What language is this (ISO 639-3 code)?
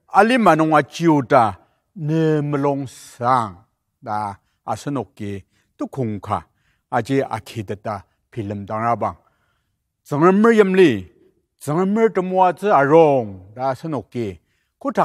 njo